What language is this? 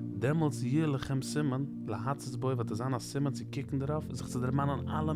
Yiddish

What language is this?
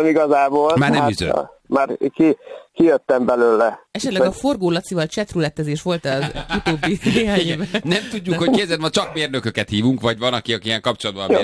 Hungarian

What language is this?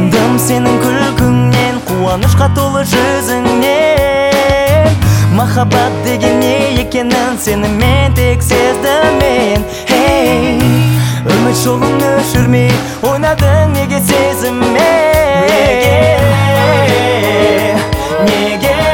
Kazakh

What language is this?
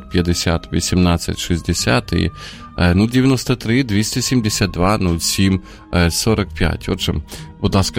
Ukrainian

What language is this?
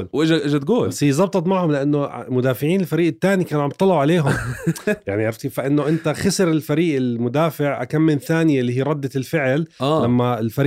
North Levantine Arabic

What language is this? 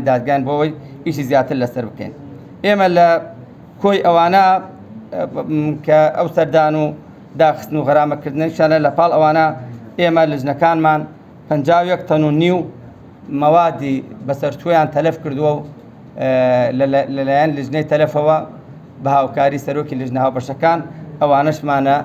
Central Kurdish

